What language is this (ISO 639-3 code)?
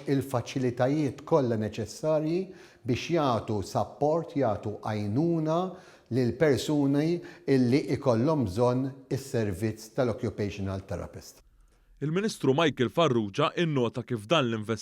mlt